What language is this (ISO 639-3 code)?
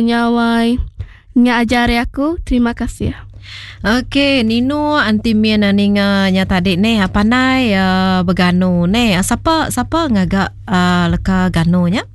iba